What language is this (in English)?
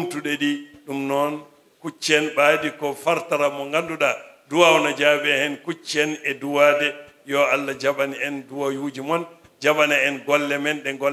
Fula